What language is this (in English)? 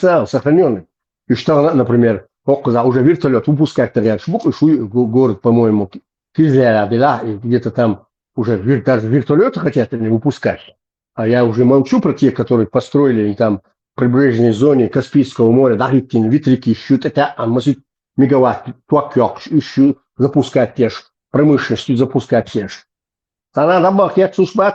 Chechen